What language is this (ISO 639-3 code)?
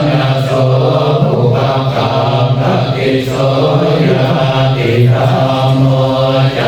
pli